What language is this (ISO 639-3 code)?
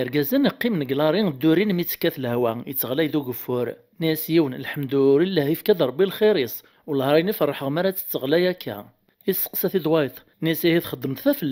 kab